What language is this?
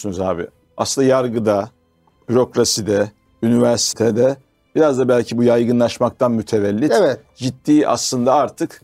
Turkish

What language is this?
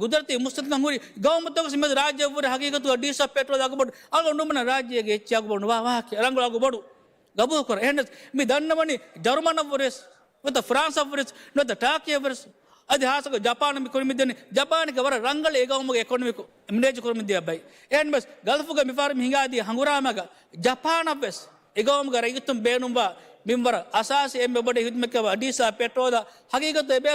Divehi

